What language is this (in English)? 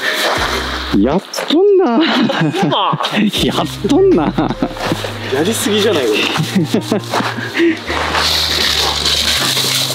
Japanese